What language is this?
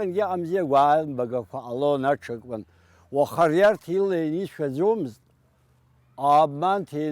Abkhazian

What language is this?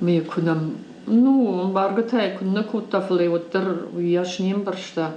Ossetic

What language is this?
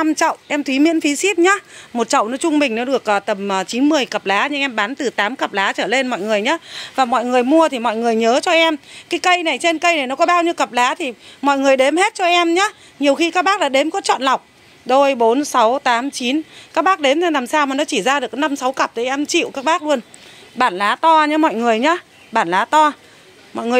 Vietnamese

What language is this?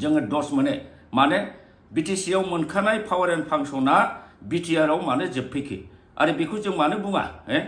Bodo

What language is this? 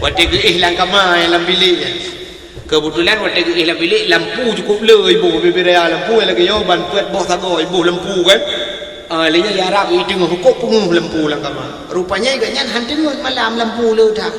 Achinese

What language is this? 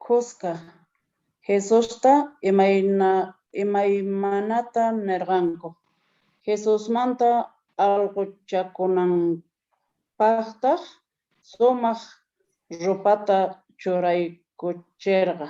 Quechua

